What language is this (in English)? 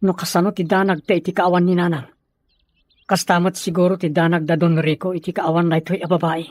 Iloko